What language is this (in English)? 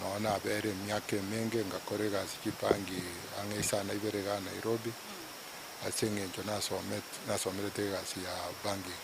Gusii